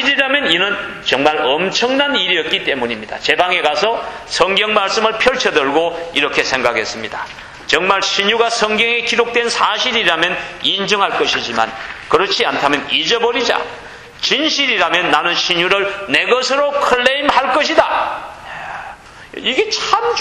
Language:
Korean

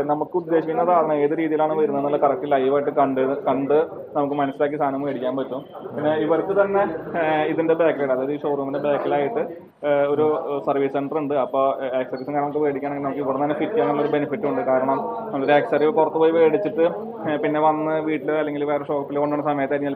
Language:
Malayalam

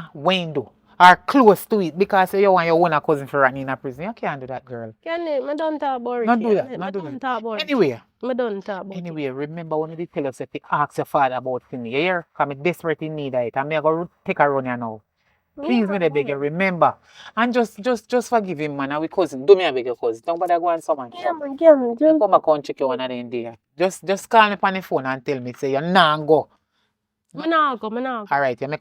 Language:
Jamaican Creole English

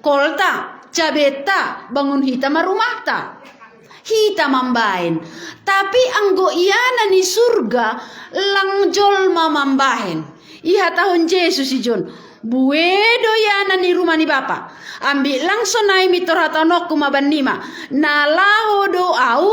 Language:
Batak Simalungun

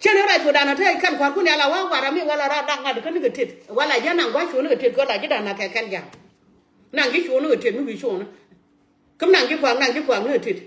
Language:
Nuer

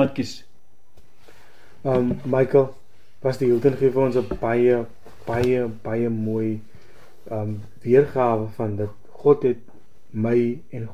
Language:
Afrikaans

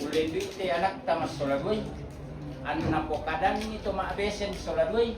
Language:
Toraja-Sa'dan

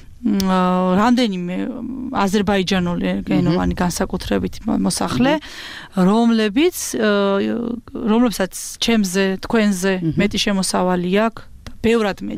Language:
Georgian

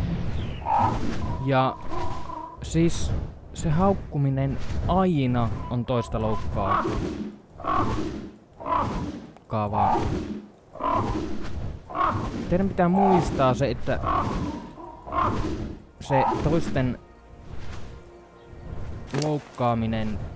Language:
Finnish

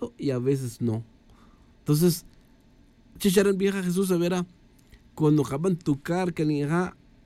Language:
Tz'utujil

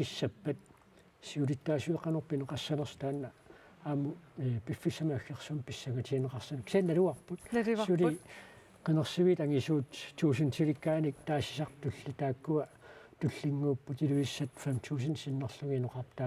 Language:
Kalaallisut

